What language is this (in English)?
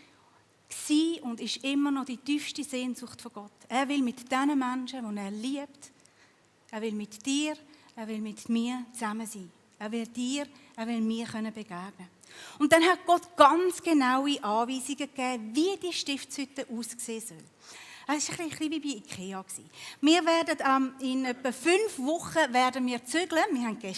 Swiss German